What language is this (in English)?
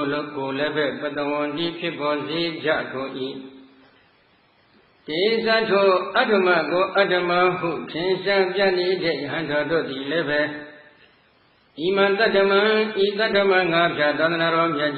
Burmese